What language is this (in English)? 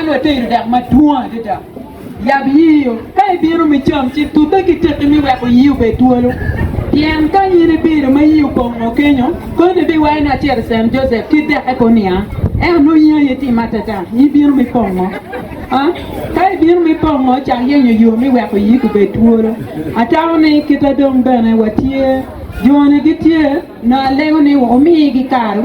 Acoli